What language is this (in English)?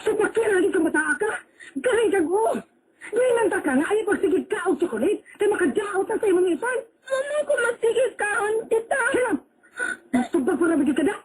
Cebuano